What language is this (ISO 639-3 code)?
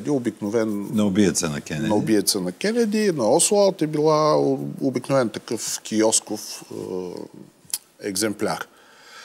bul